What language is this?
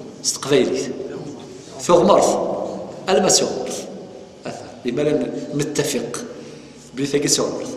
Kabyle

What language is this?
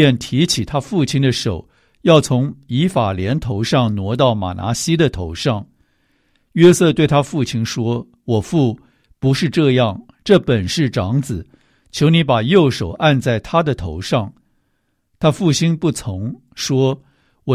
Chinese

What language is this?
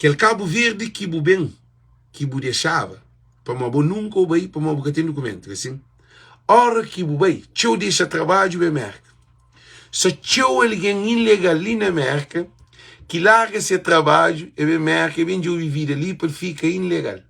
Kabuverdianu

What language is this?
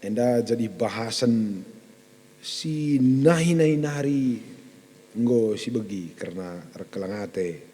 Batak Karo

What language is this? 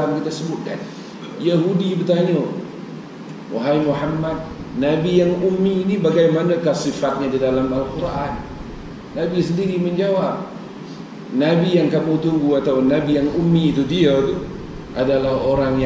Malay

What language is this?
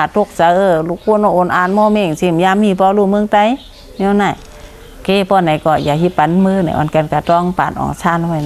Shan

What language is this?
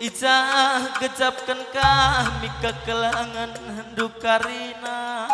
Batak Karo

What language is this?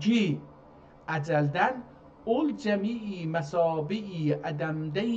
South Azerbaijani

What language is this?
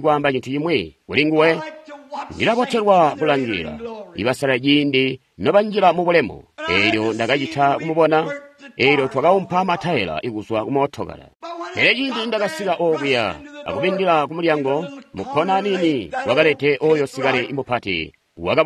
Tonga (Zambia)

